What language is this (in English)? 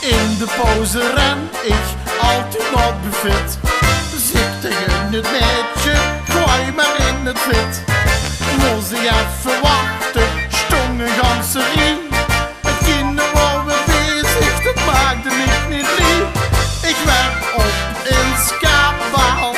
Limburgish